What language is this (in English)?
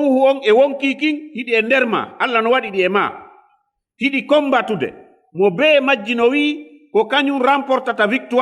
Fula